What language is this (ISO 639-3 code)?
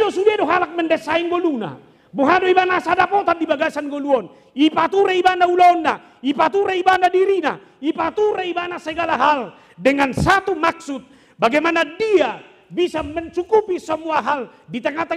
bbc